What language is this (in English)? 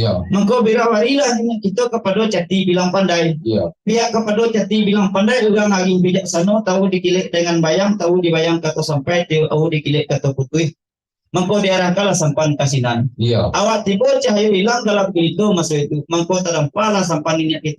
Minangkabau